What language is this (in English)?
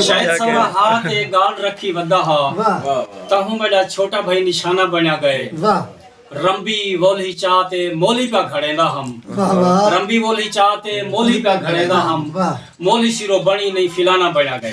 Saraiki